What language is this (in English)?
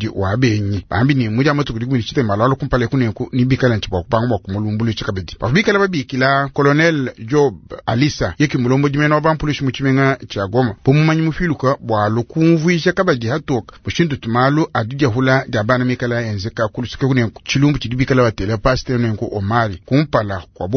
Luba-Lulua